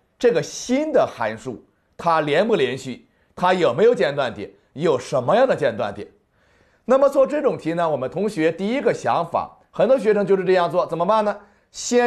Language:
Chinese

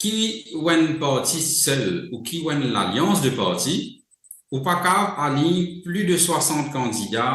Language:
Morisyen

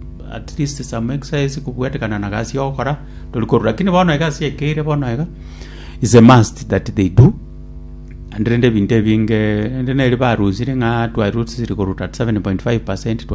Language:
Gusii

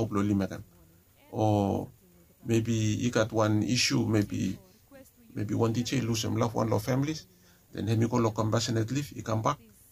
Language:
Bislama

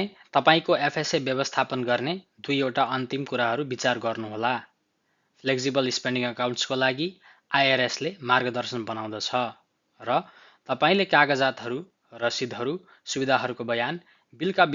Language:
Nepali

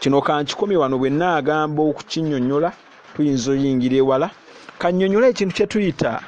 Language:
Ganda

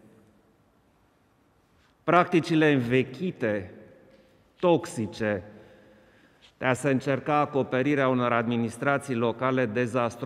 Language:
Romanian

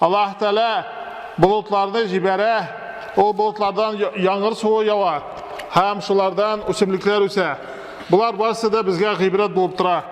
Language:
Tatar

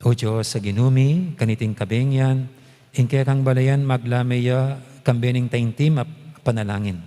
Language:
Pampanga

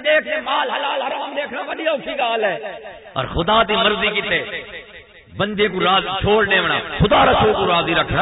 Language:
Saraiki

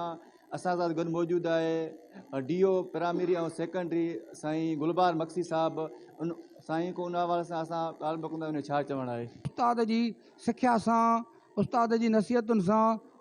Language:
Sindhi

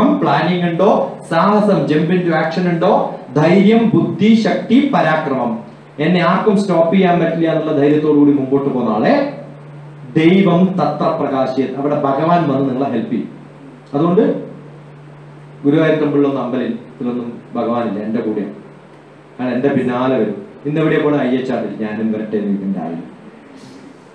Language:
Malayalam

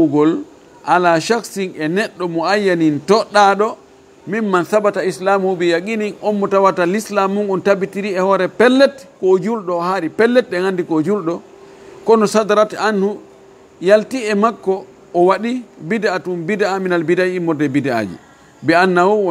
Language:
Fula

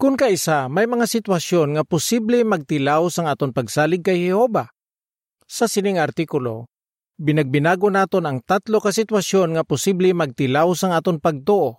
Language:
Hiligaynon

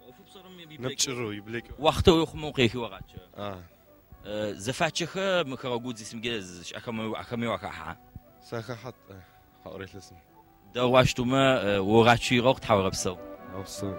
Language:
Adyghe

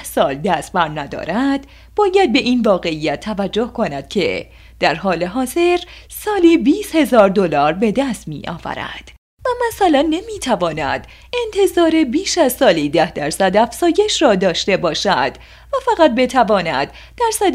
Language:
Persian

